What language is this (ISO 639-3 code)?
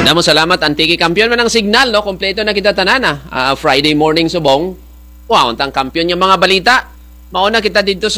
krj